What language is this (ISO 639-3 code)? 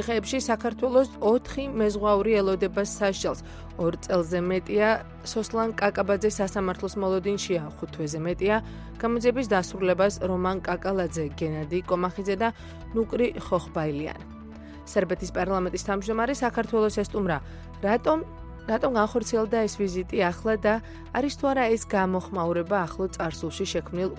kat